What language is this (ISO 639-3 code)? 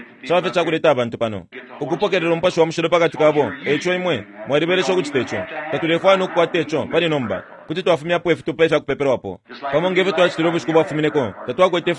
bem